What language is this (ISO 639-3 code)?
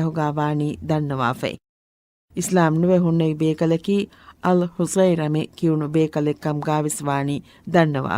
div